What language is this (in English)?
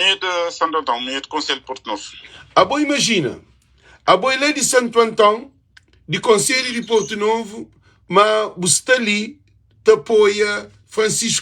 Kabuverdianu